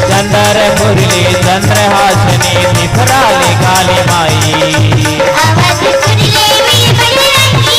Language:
Chhattisgarhi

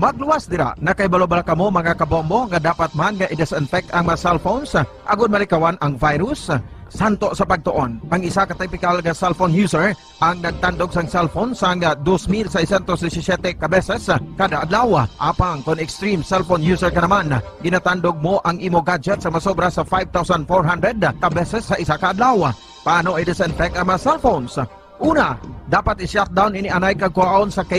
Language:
Hiligaynon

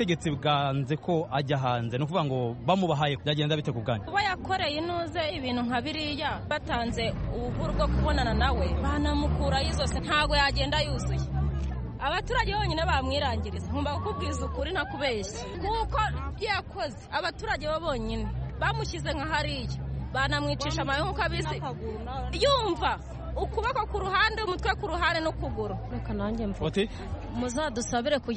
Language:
Kinyarwanda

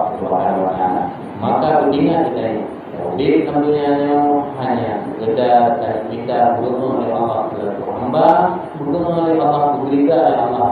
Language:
Achinese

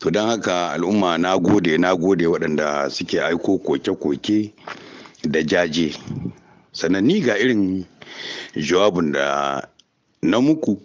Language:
Hausa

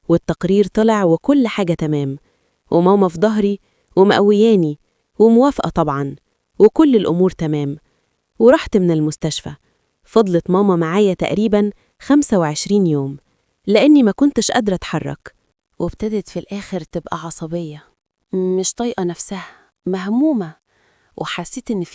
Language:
Egyptian Arabic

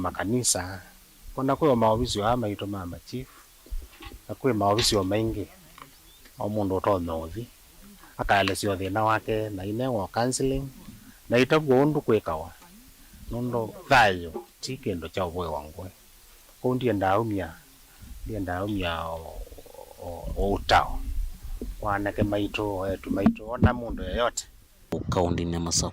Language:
Kamba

